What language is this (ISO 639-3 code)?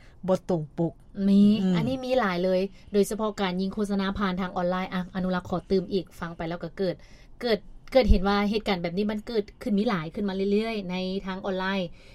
lao